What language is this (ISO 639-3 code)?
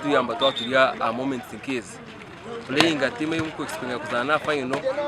nyn